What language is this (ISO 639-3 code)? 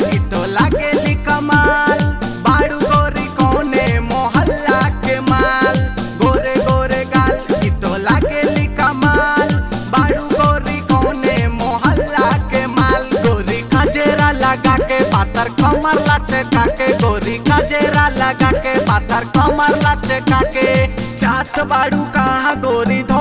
bho